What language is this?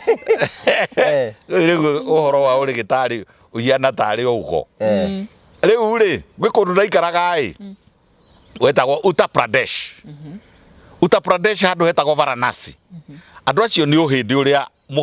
Kikuyu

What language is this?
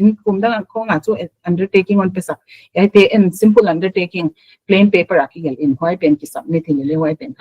Paite Chin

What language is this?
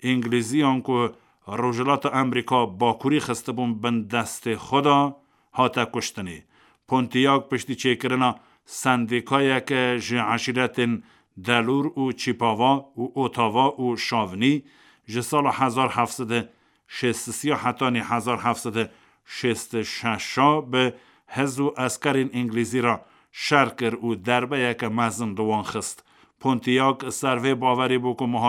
Kurdish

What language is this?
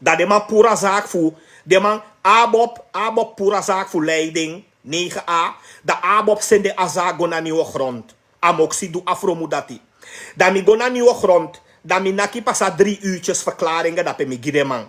Sranan Tongo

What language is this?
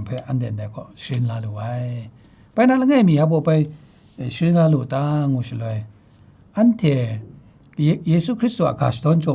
Kachin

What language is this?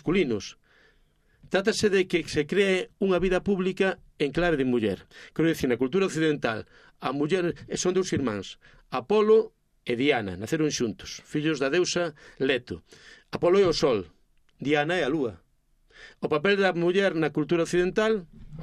Galician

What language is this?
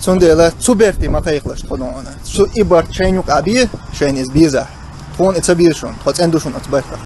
Chechen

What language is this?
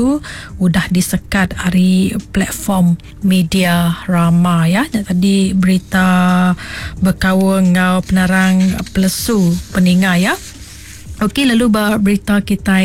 Iban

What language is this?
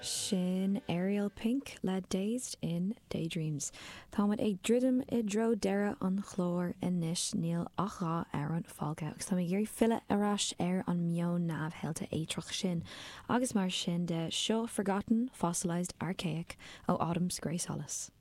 Irish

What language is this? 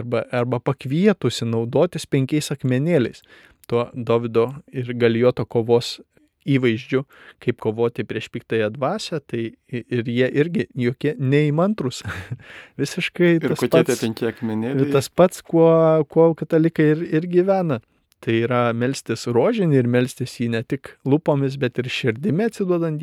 Lithuanian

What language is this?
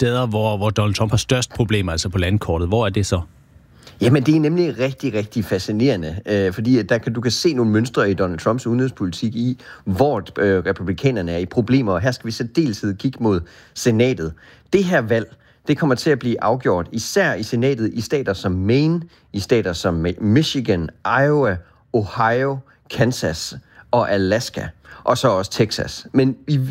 Danish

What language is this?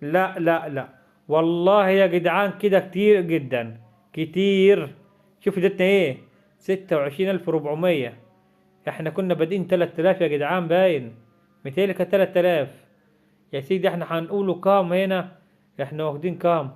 Egyptian Arabic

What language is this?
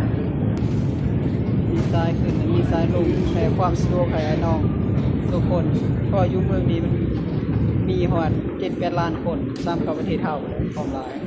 Lao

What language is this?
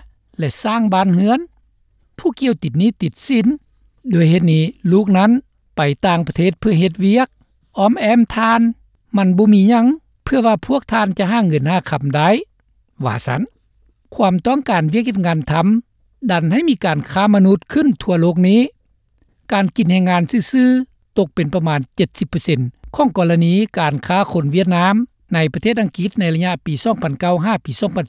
Lao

